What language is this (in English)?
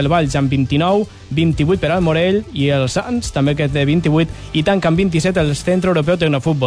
Catalan